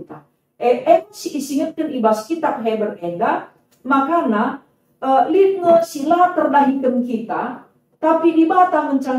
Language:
Batak Karo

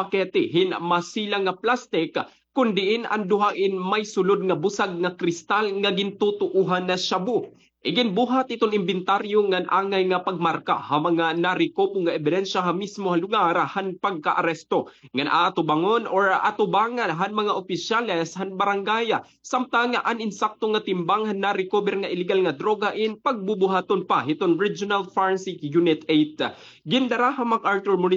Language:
Waray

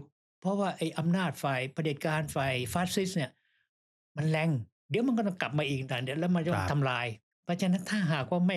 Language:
Thai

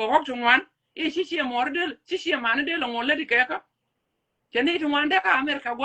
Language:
Nuer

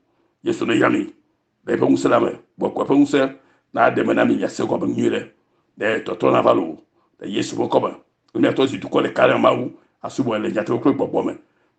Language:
Ewe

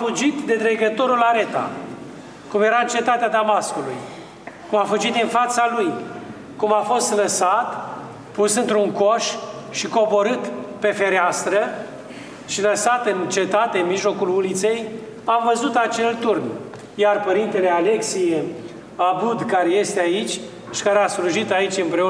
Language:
Romanian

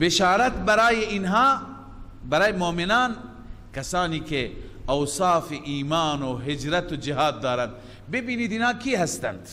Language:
Persian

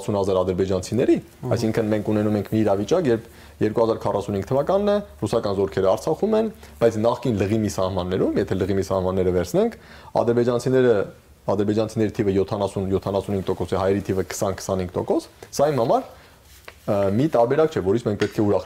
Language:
Armenian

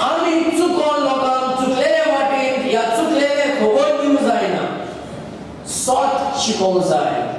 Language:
Konkani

